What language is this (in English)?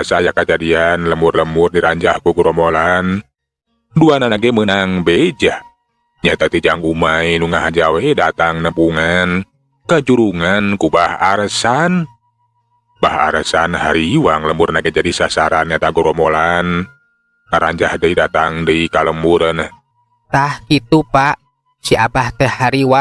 Sundanese